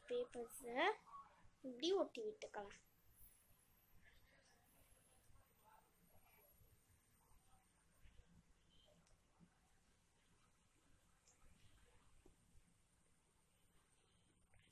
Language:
Tamil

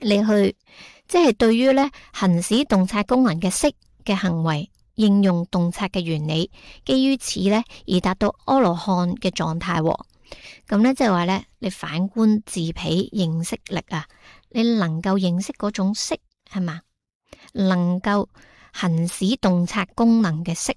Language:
Cantonese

